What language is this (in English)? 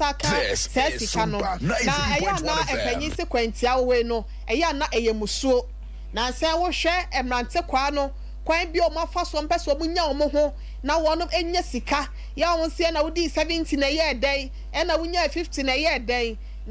Akan